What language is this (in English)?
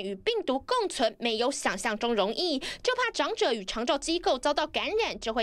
Chinese